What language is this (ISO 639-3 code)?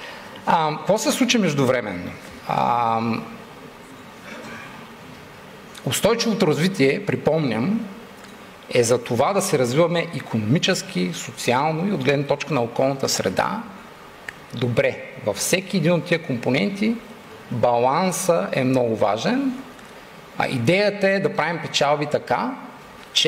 bul